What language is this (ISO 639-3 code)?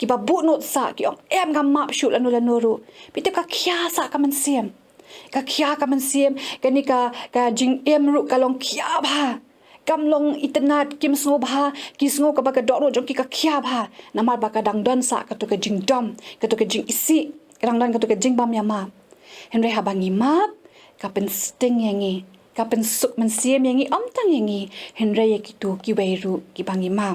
kha